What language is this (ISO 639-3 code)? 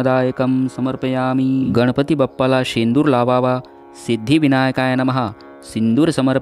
mar